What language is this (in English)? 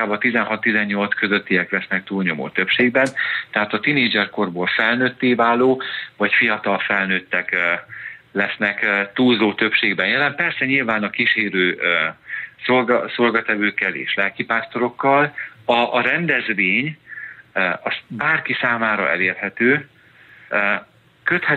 Hungarian